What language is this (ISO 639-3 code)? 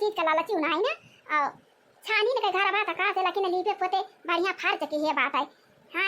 awa